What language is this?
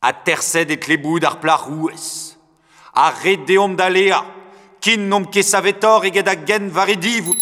Breton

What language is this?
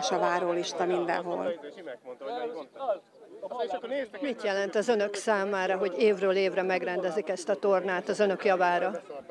Hungarian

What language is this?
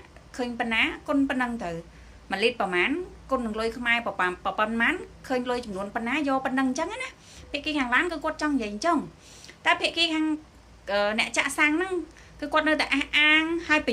Khmer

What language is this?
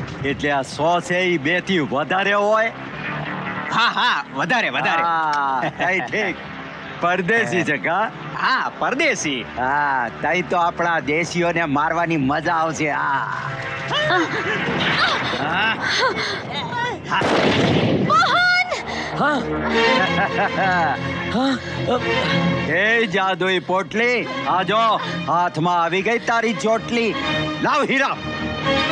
Gujarati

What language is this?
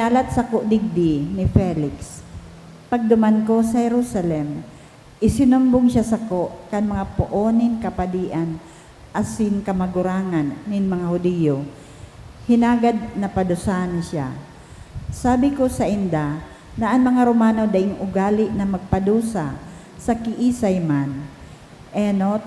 Bikol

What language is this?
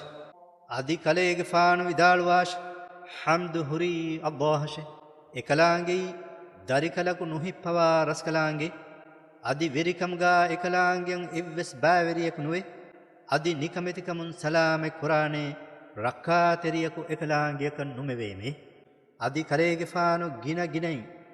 Divehi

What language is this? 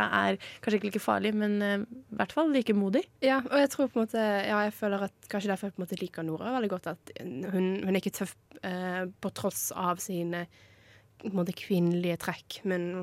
Norwegian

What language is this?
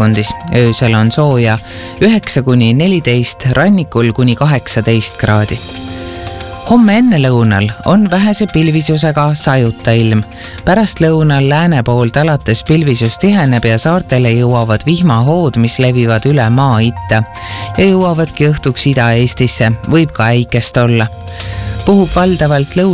Estonian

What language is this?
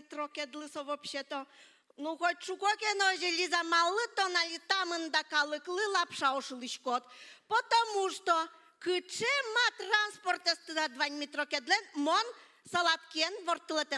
Udmurt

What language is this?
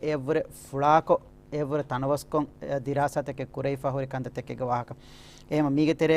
Divehi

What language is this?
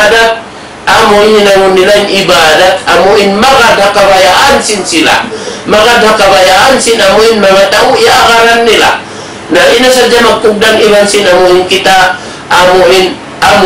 Tausug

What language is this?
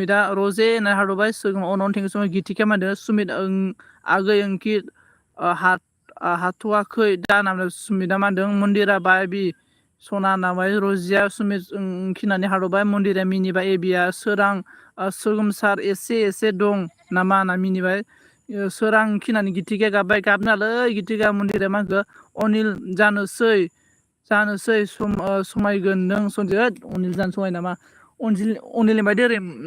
Bodo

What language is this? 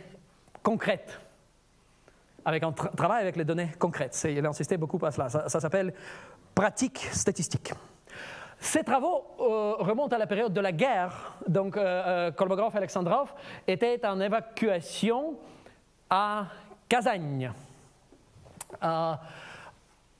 French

